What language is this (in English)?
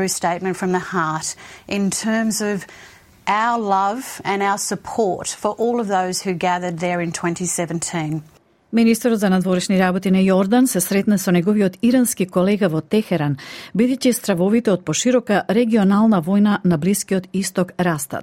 Macedonian